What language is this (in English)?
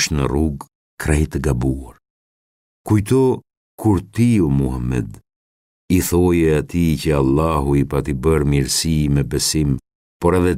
Albanian